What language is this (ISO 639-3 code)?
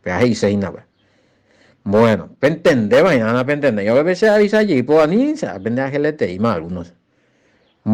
grn